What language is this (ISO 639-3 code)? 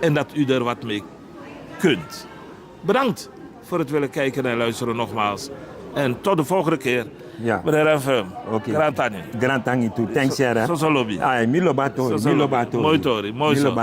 srn